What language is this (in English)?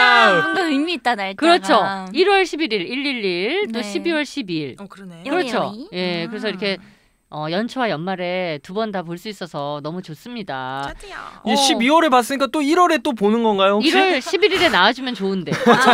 Korean